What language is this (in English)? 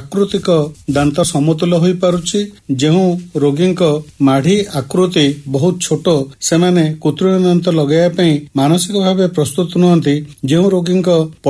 Odia